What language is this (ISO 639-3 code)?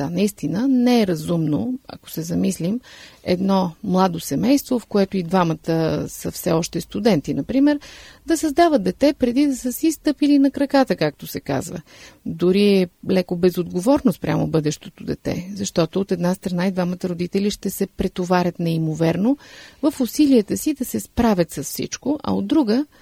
bul